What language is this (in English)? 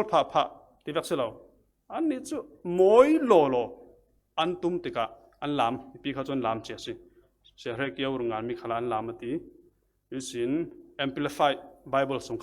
Falam Chin